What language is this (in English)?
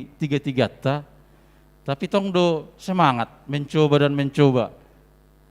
Batak Simalungun